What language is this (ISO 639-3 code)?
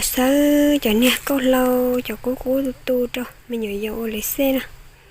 hmn